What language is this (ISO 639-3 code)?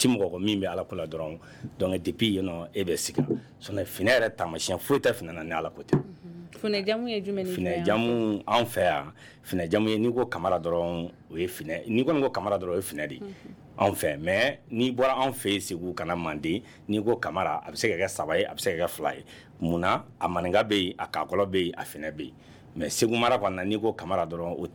bam